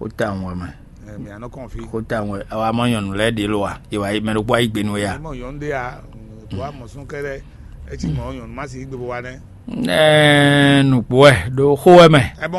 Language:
Fon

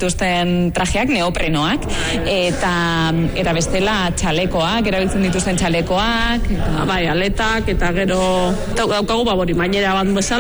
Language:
Basque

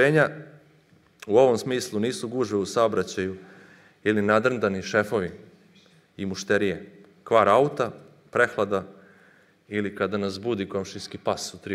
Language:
Serbian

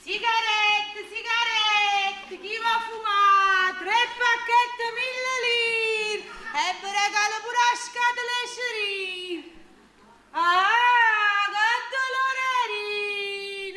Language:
Neapolitan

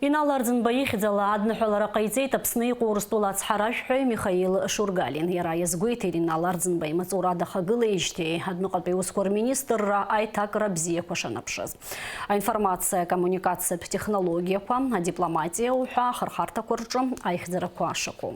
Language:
Abkhazian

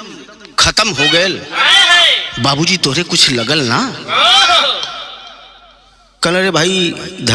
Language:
Bhojpuri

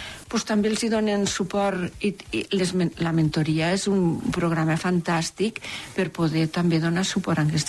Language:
Catalan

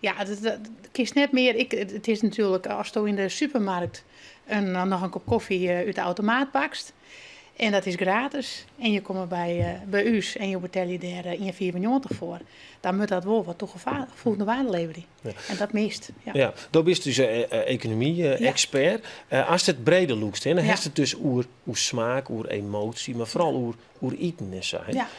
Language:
Western Frisian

